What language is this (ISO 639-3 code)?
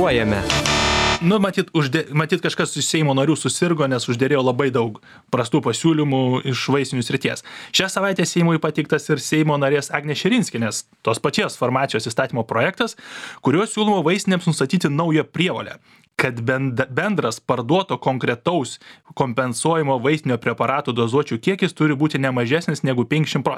lit